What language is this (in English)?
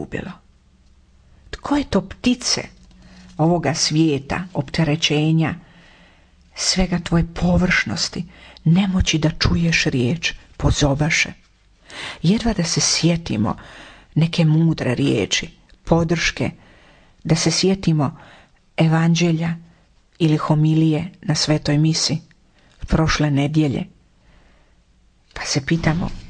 Croatian